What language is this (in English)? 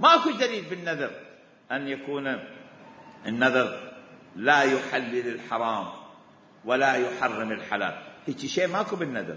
Mesopotamian Arabic